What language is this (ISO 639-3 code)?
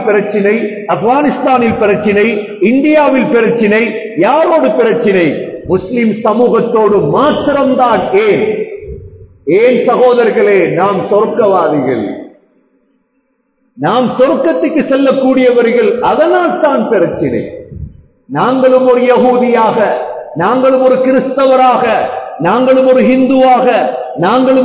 tam